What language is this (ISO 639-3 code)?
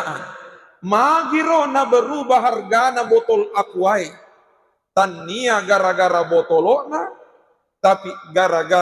bug